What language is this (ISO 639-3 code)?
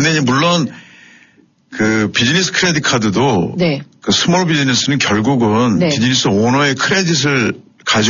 kor